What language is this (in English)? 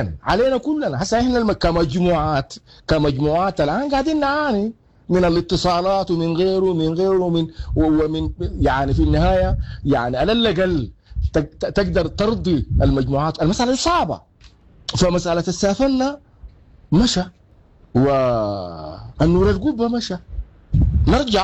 Sudanese Arabic